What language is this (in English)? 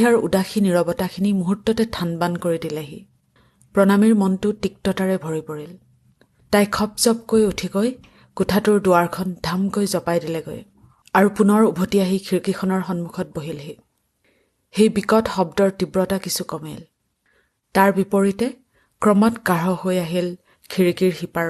Assamese